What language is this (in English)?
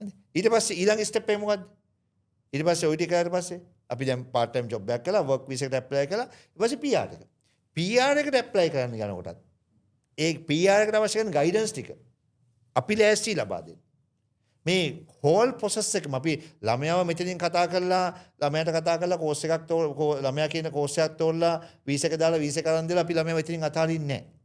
Sinhala